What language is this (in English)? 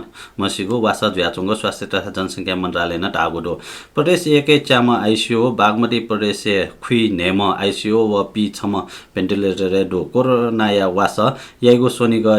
Newari